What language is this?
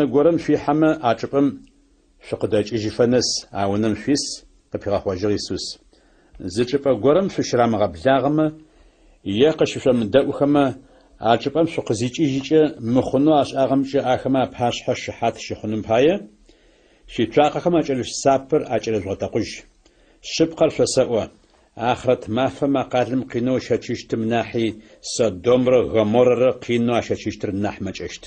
Adyghe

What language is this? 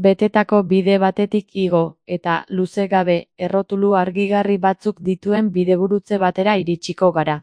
Basque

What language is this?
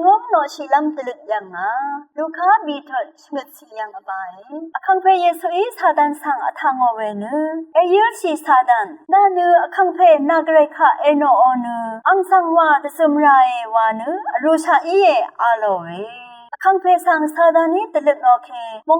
Rawang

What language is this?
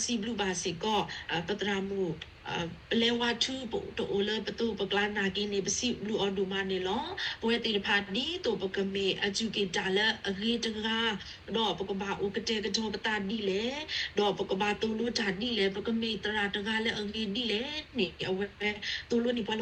S'gaw Karen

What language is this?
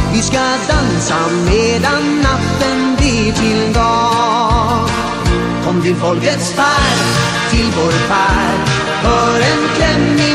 Swedish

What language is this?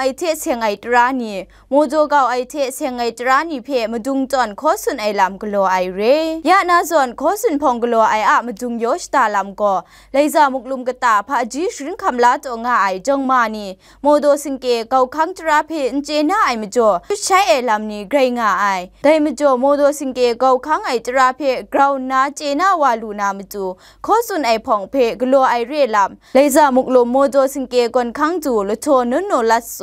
Kachin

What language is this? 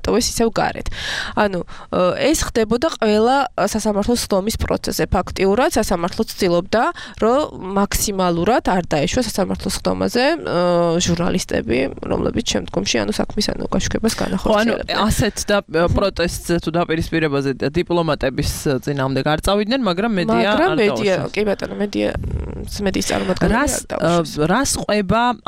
Georgian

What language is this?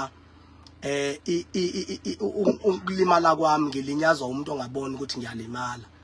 Zulu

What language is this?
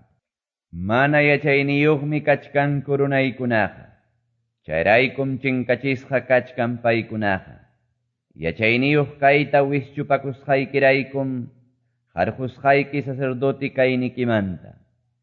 Quechua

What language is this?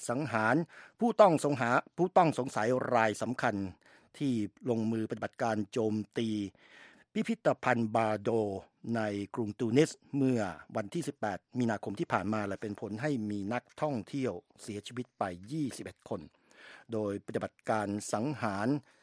Thai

